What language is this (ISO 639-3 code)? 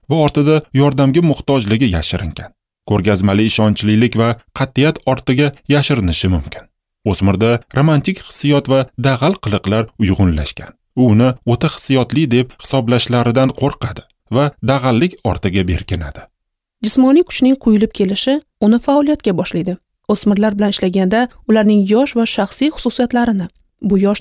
uzb